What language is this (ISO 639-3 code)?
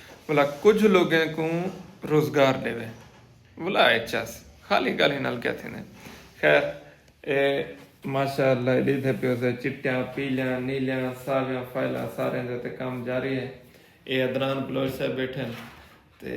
skr